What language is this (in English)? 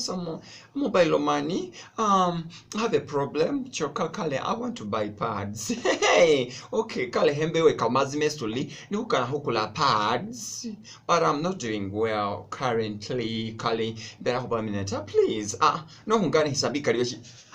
Masaaba